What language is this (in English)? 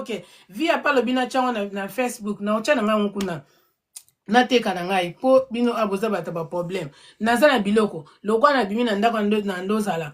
Lingala